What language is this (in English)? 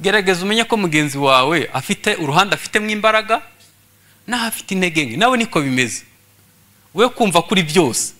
Kinyarwanda